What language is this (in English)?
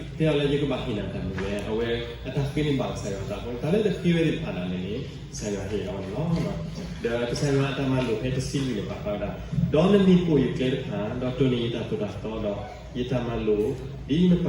S'gaw Karen